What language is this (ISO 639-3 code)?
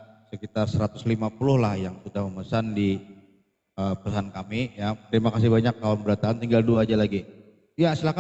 bjn